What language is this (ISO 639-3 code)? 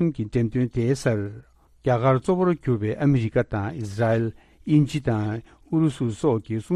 bod